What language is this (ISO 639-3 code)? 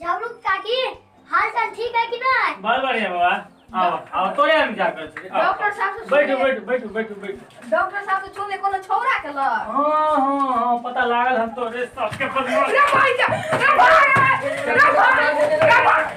mai